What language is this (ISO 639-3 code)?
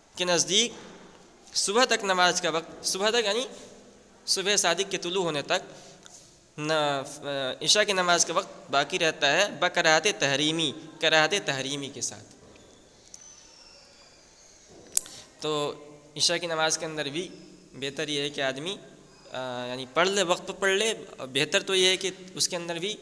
urd